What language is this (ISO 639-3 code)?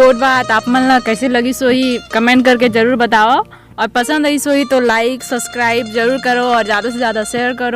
hne